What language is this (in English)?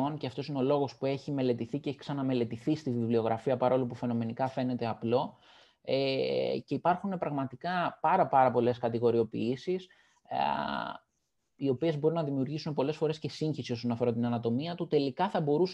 Greek